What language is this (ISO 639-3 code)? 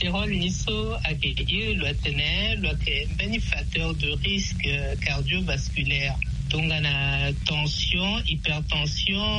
sag